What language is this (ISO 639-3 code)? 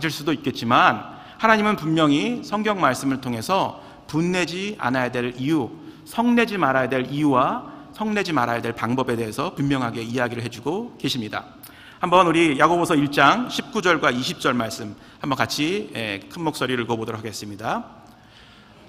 kor